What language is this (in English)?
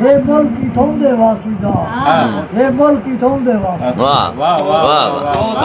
Saraiki